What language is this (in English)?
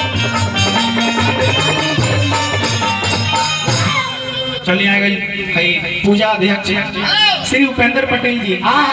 Bhojpuri